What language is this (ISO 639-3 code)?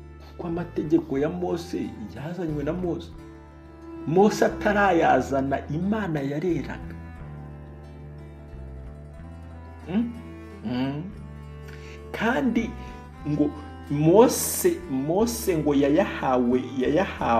kin